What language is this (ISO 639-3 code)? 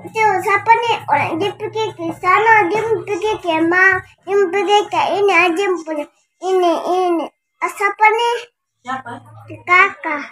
pmy